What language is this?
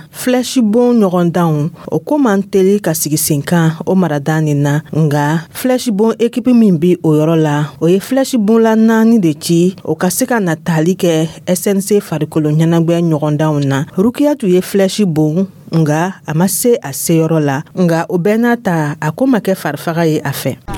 Dyula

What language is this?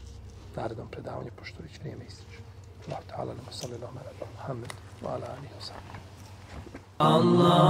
Bosnian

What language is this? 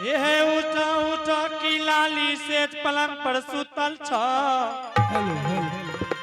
Angika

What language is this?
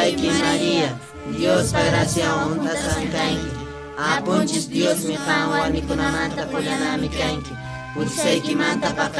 Quechua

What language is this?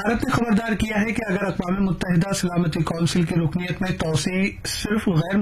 Urdu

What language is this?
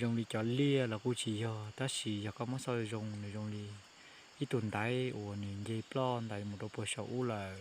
Hmong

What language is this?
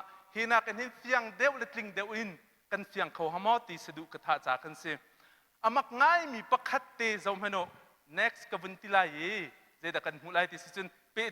Hakha Chin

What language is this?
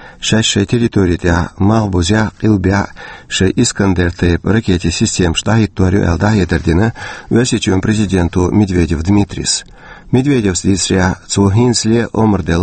Chechen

